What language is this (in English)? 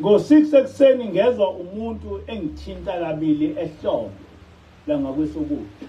Zulu